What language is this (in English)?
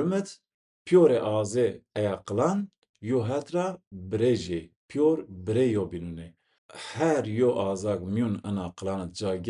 Zaza